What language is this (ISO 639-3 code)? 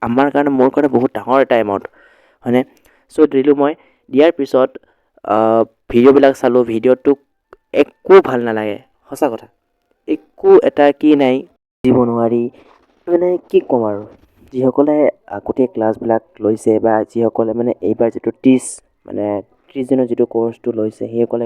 asm